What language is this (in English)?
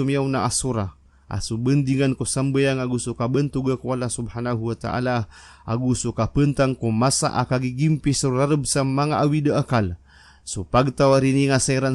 Maranao